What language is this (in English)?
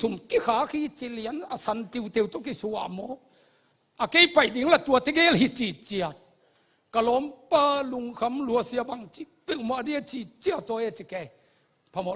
Tedim Chin